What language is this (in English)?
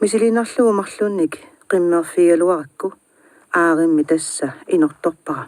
Kalaallisut